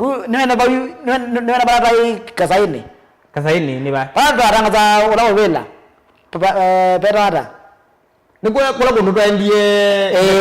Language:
Kamba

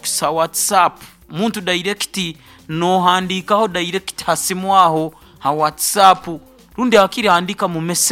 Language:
Nyoro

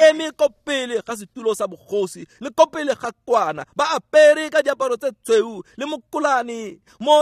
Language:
Tswana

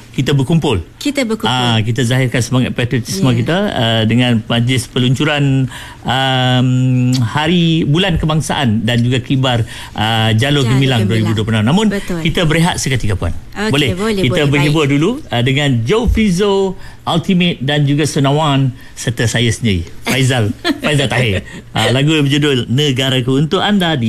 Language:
Malay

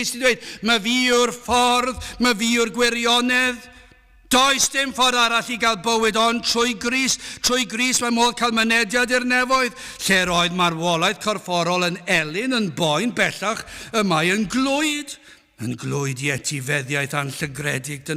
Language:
Welsh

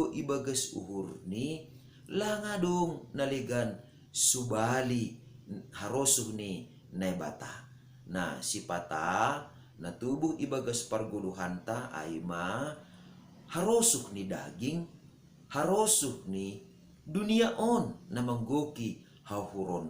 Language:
Batak Simalungun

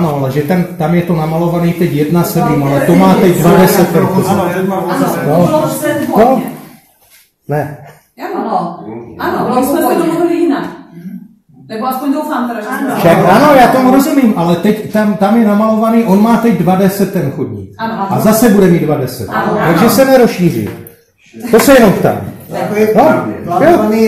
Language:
Czech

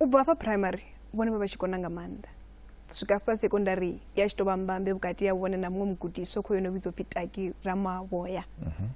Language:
Venda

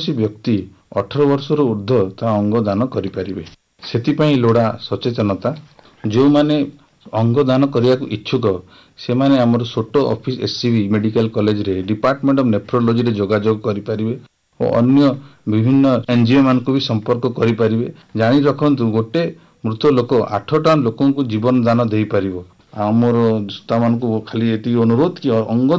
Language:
Odia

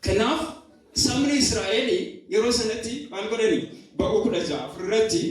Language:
Oromo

